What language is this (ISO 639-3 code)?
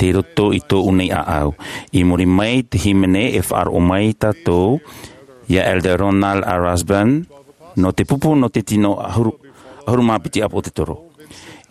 tah